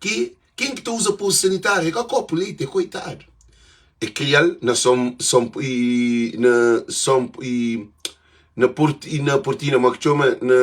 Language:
Kabuverdianu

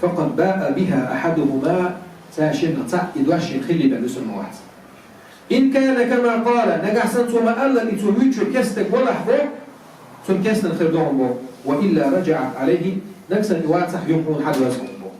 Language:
Chechen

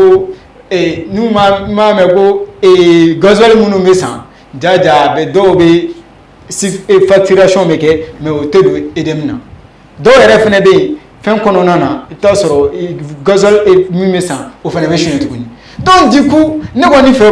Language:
Bambara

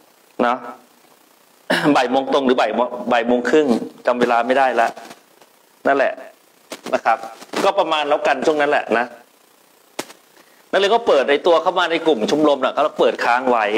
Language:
Thai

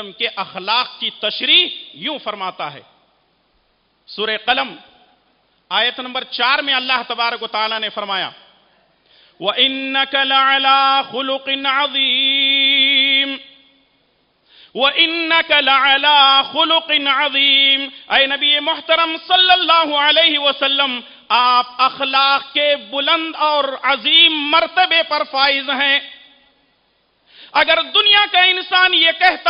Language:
Urdu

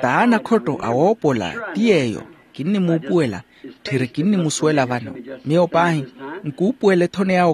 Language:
Makhuwa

